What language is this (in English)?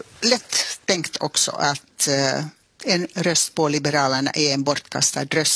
Swedish